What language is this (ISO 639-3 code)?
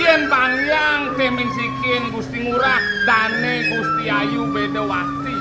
ban